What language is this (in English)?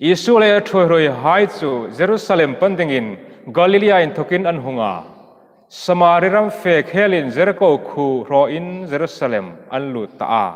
Hmar